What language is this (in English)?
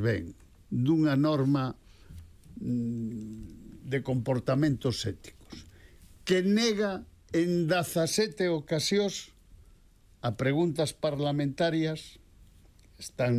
Galician